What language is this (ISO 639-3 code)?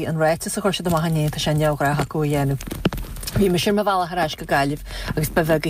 gle